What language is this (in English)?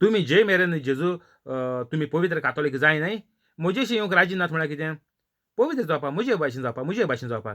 Konkani